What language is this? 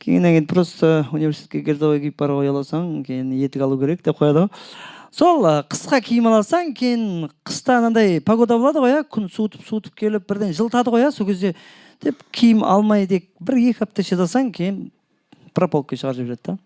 Kara-Kalpak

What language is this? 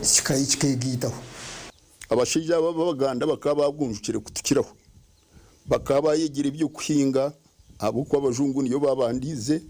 Nyankole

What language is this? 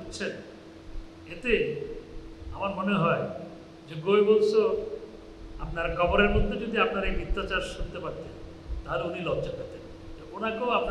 Bangla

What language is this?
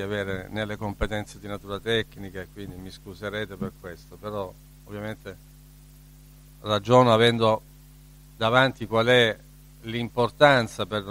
Italian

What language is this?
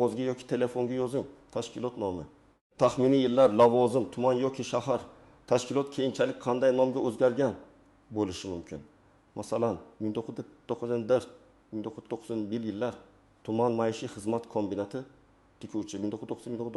Uzbek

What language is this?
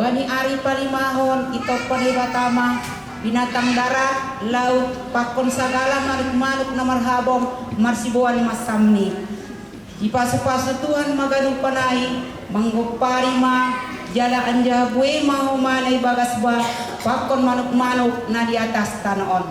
Batak Simalungun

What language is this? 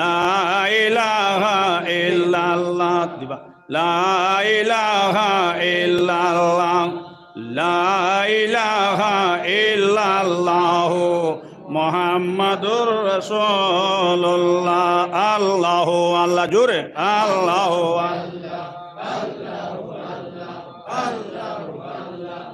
Sylheti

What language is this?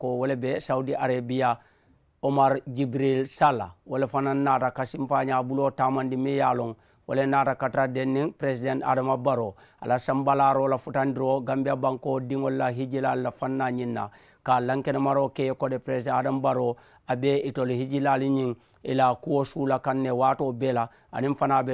Mandingo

